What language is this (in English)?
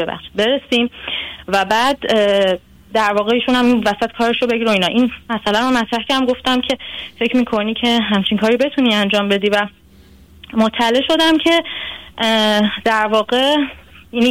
Persian